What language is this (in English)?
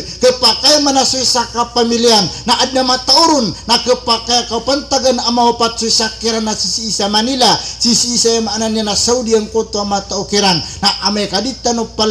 Maranao